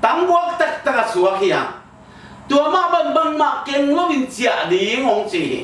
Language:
Tedim Chin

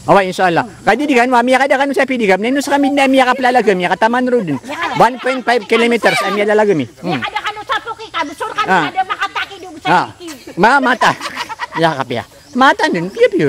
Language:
Maranao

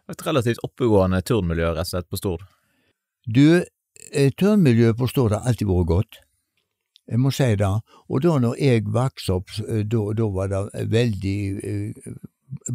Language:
Norwegian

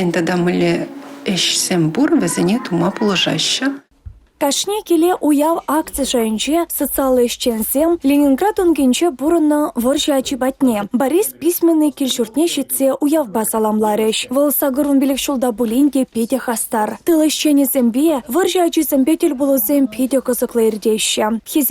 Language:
Chuvash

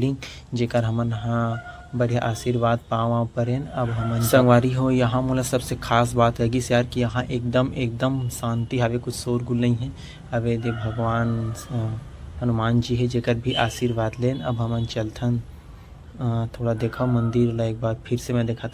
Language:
Chhattisgarhi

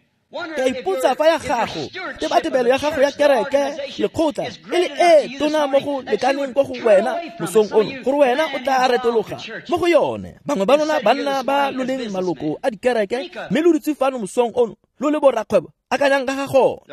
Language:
Tswana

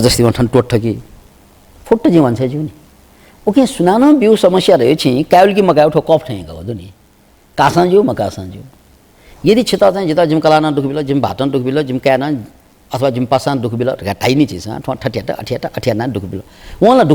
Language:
Newari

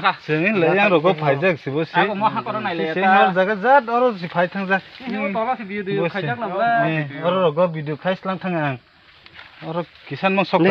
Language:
Kok Borok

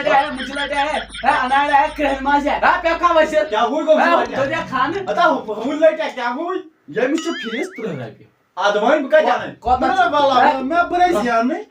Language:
Kashmiri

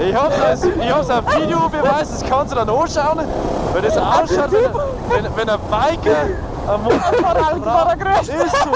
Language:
Bavarian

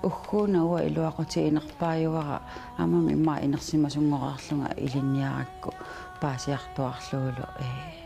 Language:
Kalaallisut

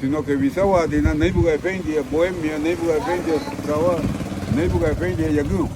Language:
Garifuna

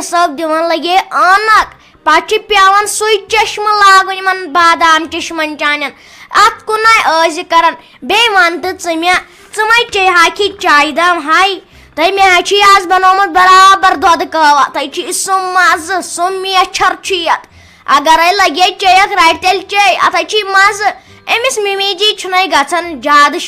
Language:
Kashmiri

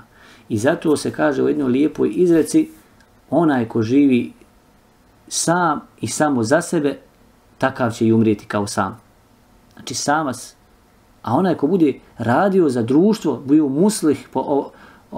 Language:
Bosnian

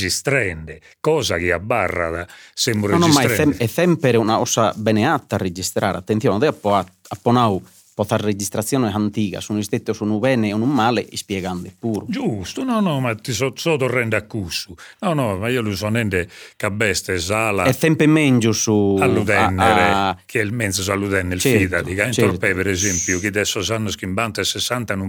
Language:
Sardinian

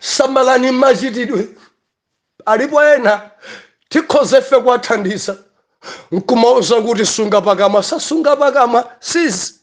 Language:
Nyanja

